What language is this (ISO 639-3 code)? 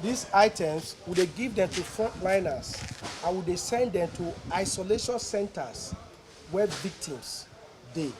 pcm